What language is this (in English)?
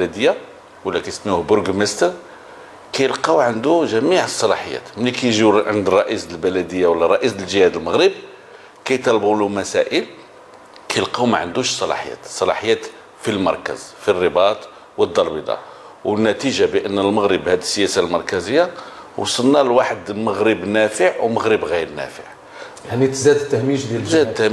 Moroccan Arabic